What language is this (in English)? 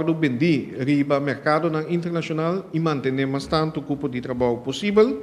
Papiamento